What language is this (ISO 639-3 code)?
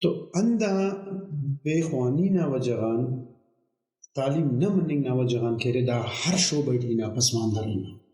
brh